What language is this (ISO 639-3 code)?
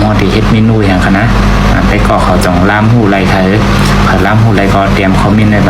shn